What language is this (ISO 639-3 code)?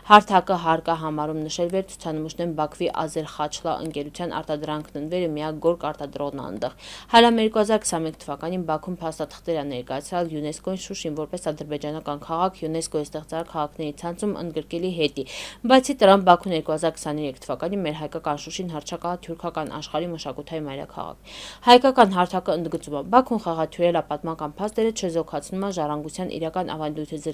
hye